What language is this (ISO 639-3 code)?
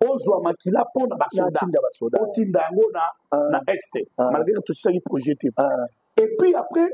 lin